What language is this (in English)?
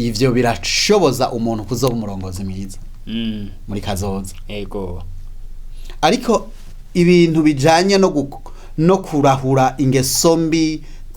Rundi